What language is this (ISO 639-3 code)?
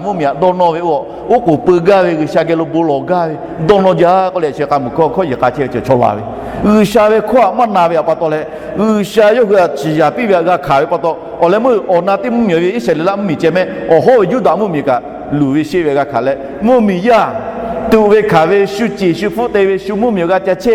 lhu